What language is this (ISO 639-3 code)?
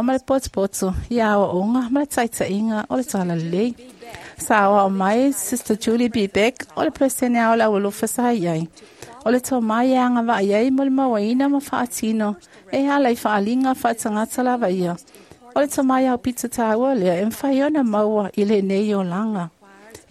smo